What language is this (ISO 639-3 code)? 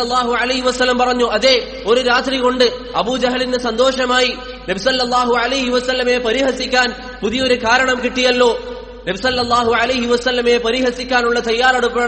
mal